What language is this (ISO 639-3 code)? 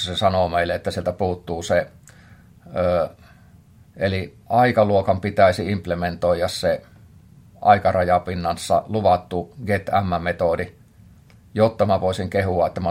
fin